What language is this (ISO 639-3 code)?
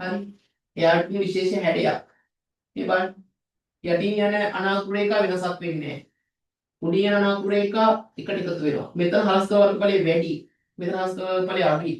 sin